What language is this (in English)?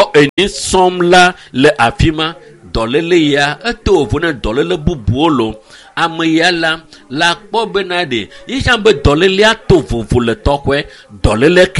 Ewe